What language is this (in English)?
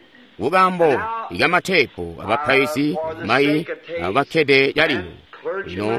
Tonga (Zambia)